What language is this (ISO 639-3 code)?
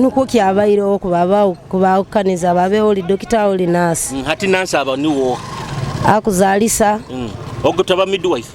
nyo